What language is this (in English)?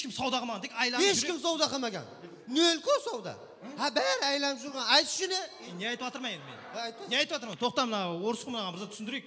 Kara-Kalpak